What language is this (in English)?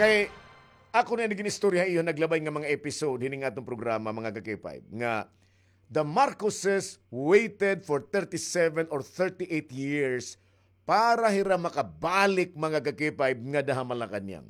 Waray